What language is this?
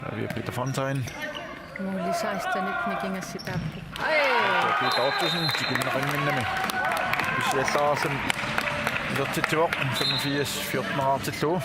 Kalaallisut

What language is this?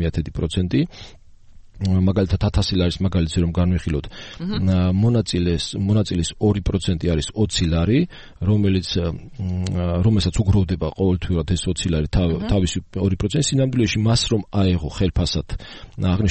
Georgian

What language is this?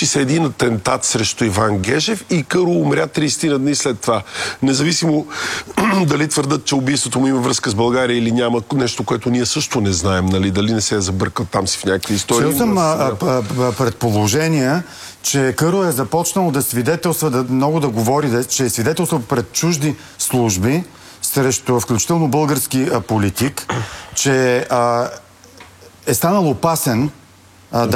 Bulgarian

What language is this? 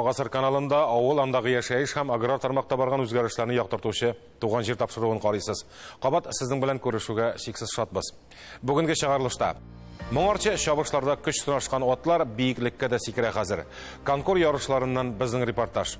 Tatar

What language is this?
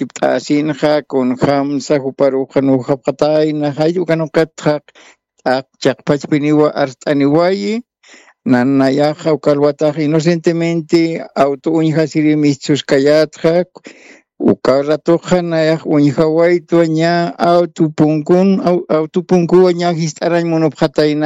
Aymara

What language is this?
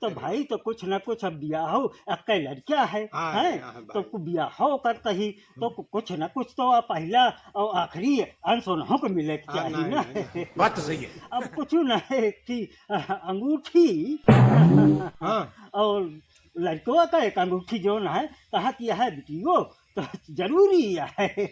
Awadhi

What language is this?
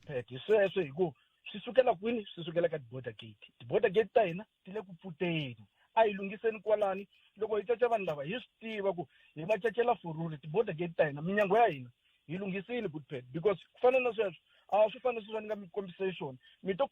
Tsonga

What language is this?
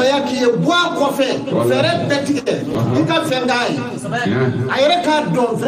Bambara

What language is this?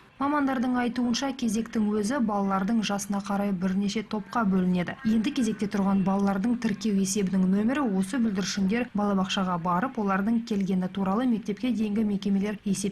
Kazakh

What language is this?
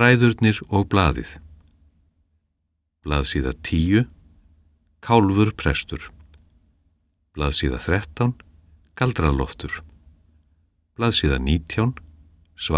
Icelandic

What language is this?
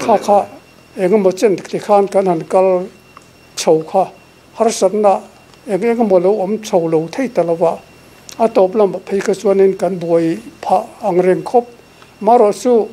Mizo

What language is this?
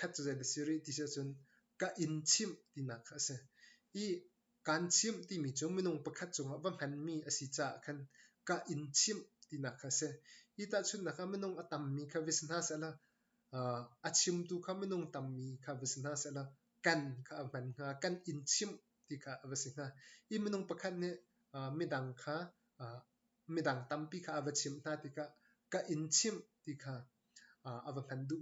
Hakha Chin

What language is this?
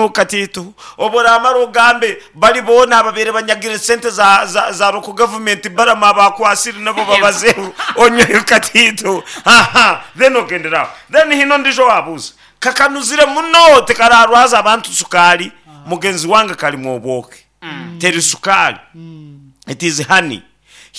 Nyankole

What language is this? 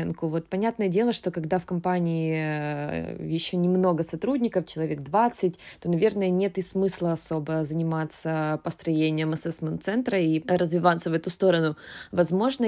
Russian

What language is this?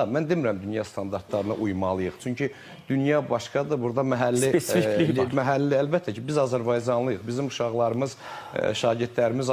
Azerbaijani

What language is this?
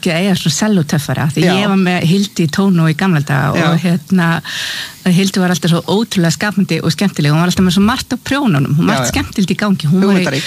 Icelandic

